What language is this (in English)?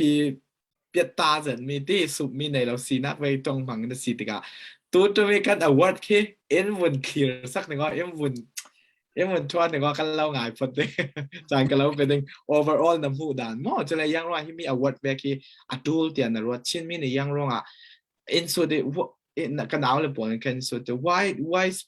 Falam Chin